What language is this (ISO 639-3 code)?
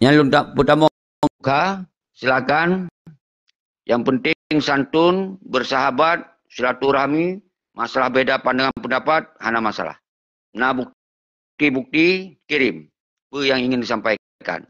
ace